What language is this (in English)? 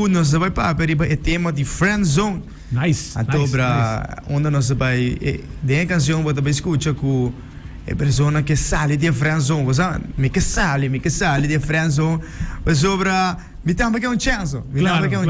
Papiamento